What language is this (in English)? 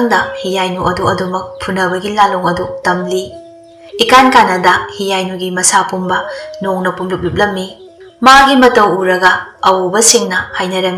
Manipuri